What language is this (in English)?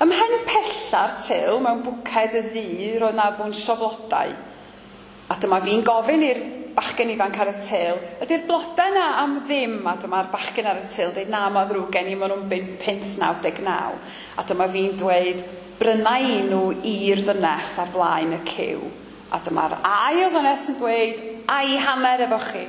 Welsh